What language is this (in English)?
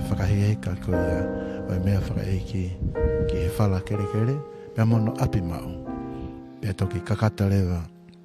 Tongan